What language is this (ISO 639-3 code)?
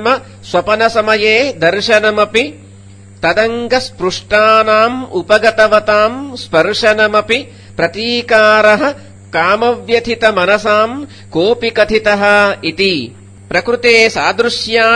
san